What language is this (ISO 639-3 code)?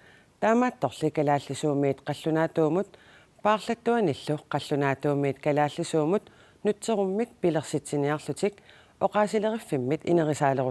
kal